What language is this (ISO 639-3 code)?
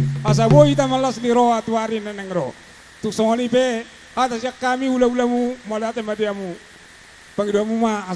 bbc